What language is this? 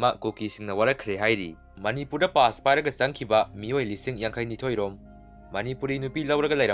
Manipuri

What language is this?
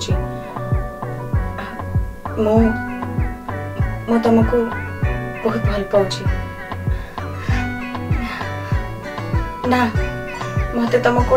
Odia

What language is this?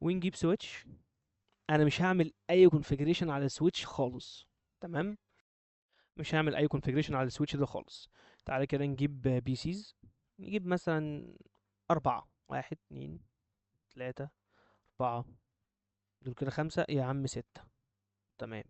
Egyptian Arabic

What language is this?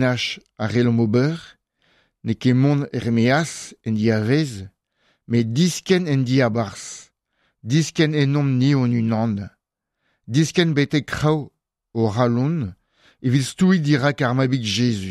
Breton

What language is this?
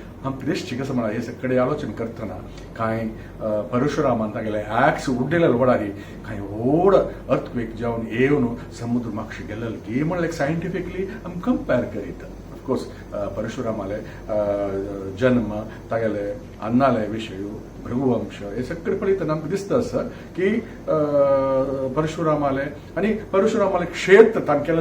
Konkani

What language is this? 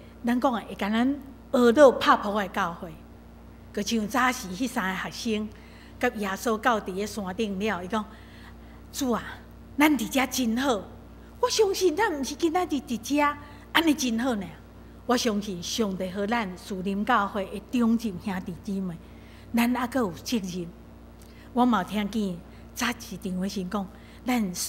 Min Nan Chinese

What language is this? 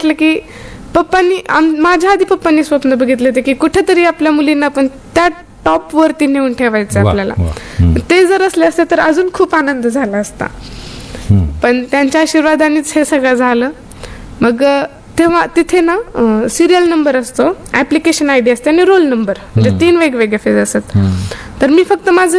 Marathi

